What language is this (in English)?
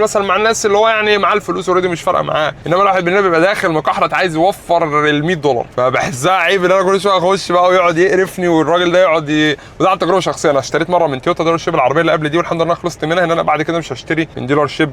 Egyptian Arabic